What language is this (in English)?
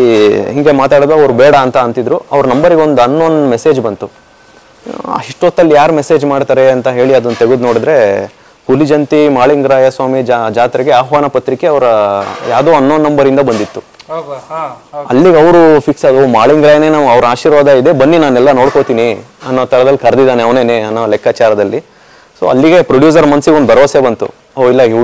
Kannada